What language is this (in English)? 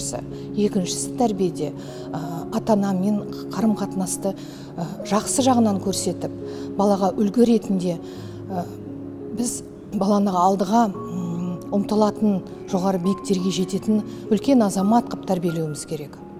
Kazakh